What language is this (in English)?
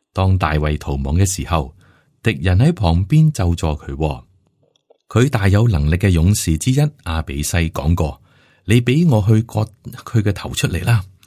Cantonese